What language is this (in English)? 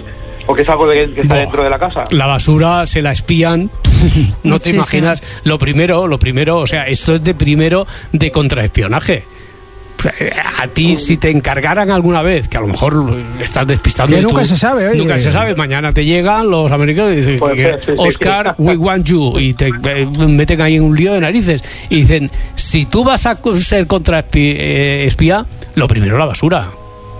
Spanish